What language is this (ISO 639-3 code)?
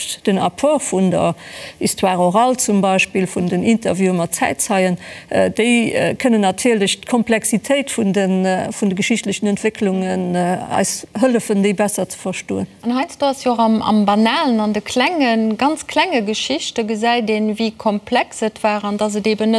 ltz